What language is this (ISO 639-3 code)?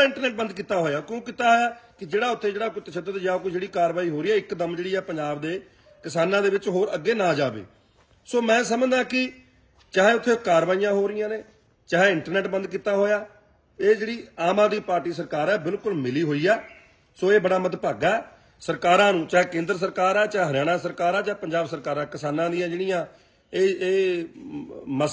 pan